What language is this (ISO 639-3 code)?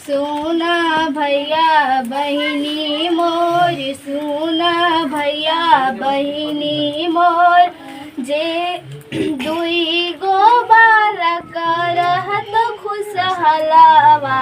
mag